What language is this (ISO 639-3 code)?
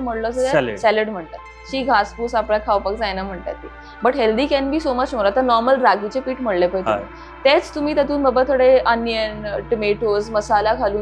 kok